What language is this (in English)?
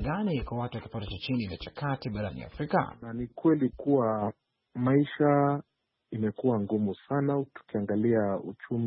Swahili